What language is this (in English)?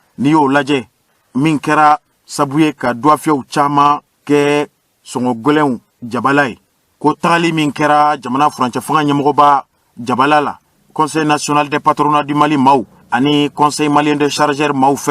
Bambara